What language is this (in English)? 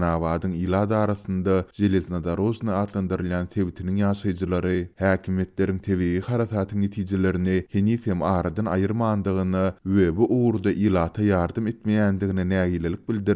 Turkmen